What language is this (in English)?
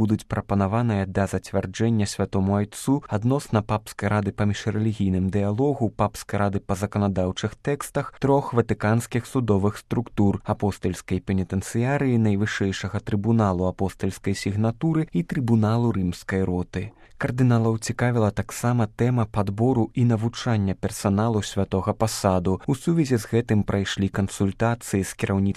Belarusian